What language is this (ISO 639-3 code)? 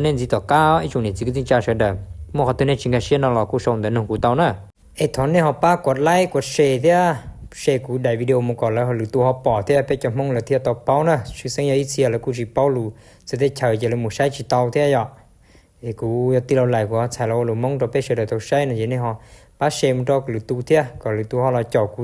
hmn